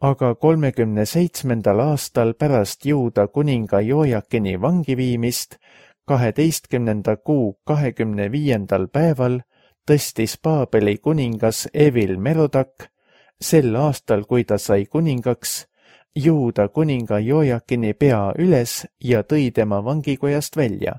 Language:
Estonian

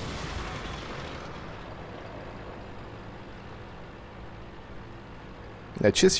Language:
Romanian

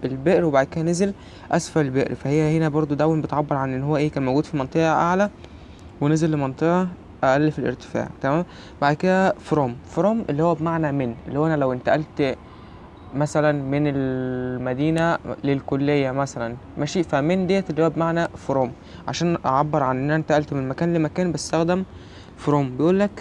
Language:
Egyptian Arabic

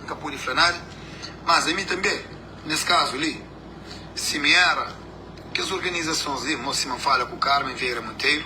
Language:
Kabuverdianu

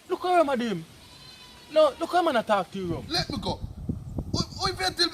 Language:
Jamaican Creole English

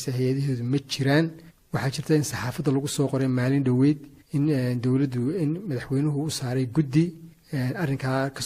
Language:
Somali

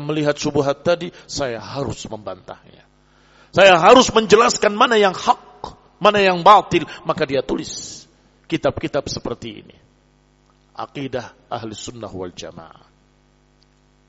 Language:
Indonesian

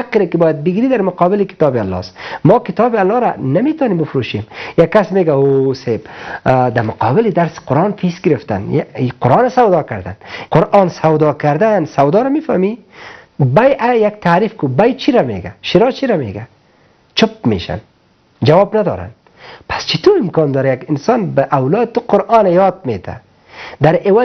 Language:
Persian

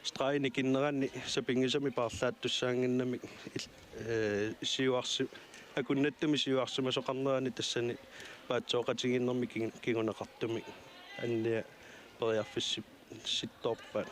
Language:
Kalaallisut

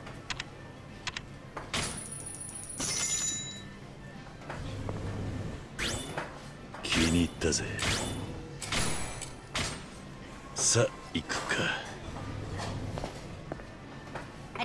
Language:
Japanese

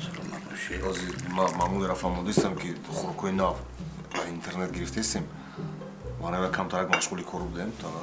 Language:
Tajik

